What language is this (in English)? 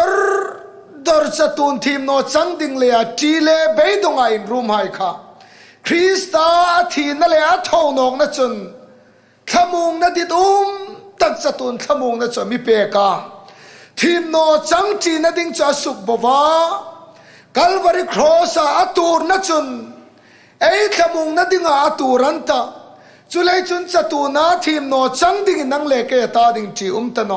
Hmar